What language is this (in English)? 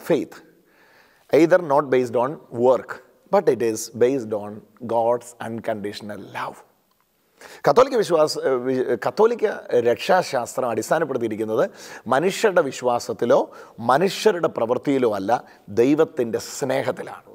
Malayalam